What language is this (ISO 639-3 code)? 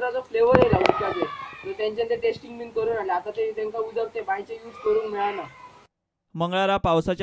kok